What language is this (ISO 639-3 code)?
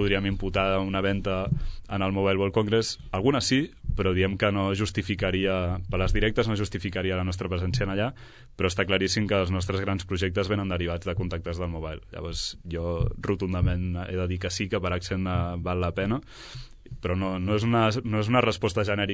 cat